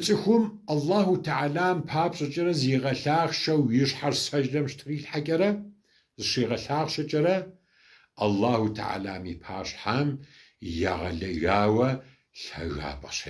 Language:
Kabardian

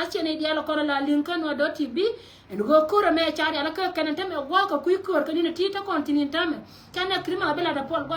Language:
Nuer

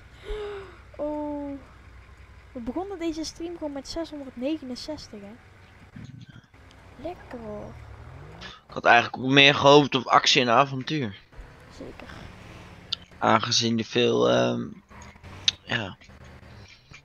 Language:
Dutch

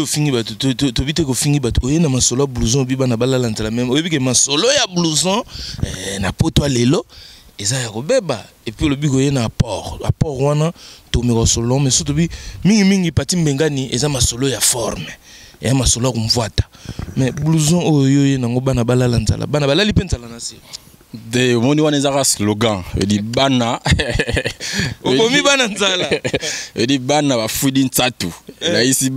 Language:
Lingala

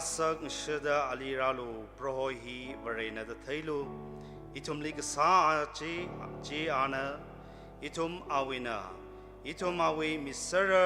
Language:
Tangkhul Naga (India)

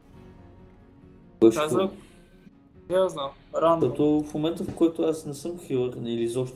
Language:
Bulgarian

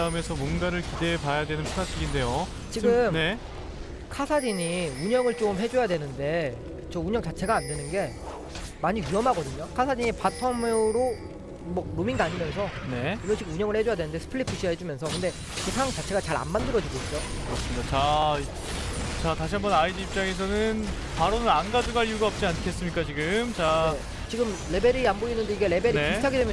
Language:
Korean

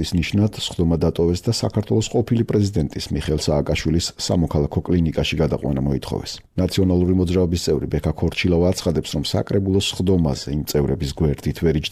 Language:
Georgian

